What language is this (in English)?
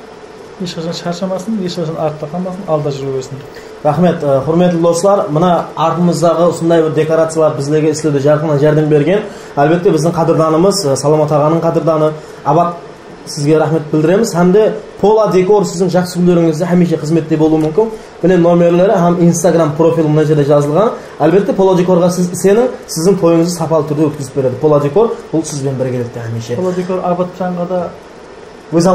Kara-Kalpak